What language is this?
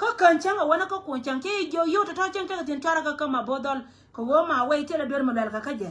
Nuer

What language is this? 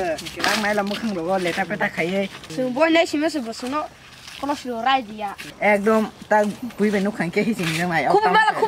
Kok Borok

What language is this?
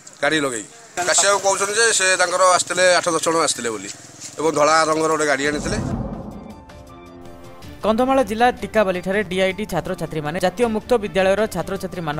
Odia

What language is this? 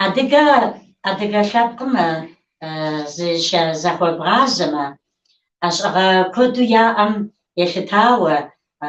Kabardian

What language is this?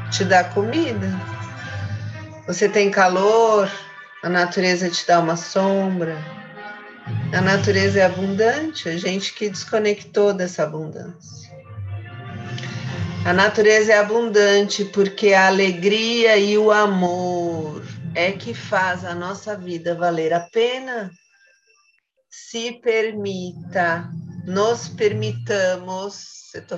Portuguese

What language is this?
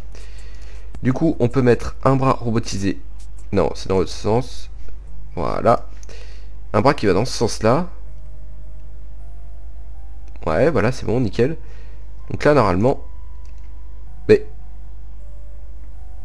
French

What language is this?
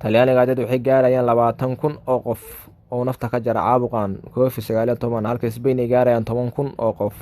Somali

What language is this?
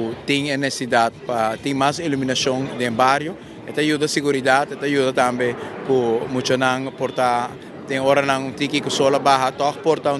Papiamento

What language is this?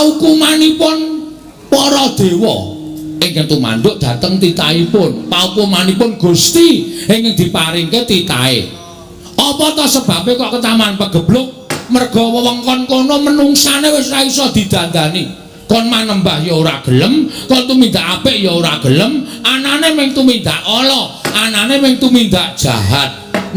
Javanese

